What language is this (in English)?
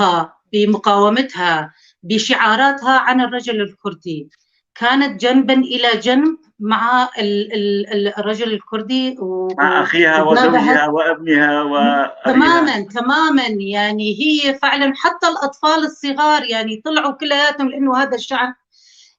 North Levantine Arabic